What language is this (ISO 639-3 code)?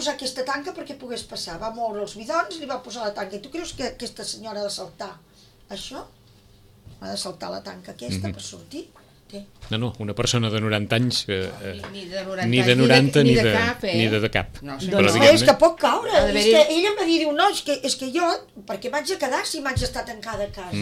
cat